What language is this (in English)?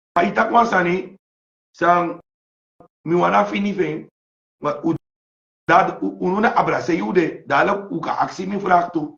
Sranan Tongo